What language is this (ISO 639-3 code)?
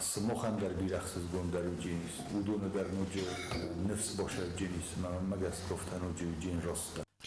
oss